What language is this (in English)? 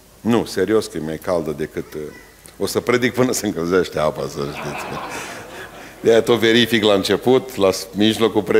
Romanian